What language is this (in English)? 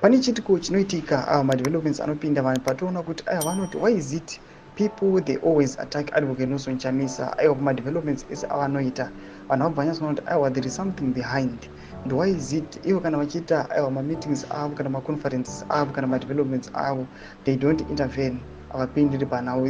Shona